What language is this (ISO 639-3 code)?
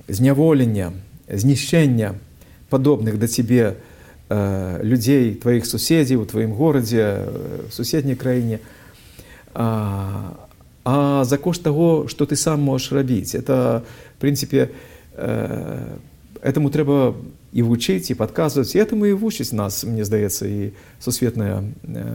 bel